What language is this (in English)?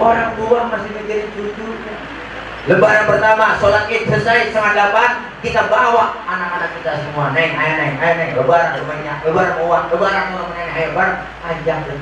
Betawi